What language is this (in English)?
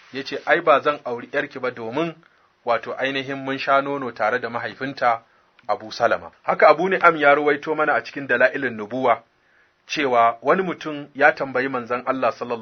Hausa